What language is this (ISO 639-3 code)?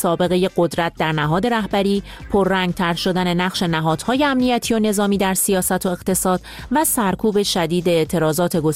fas